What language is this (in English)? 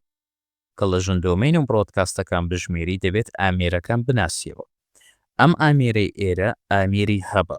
Central Kurdish